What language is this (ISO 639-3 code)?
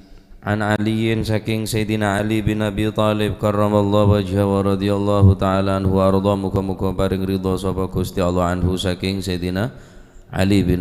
mad